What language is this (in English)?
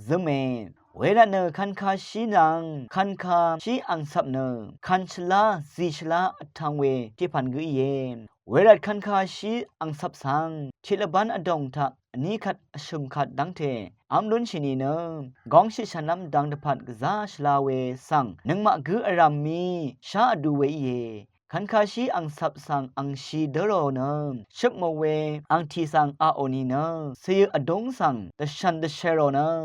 Rawang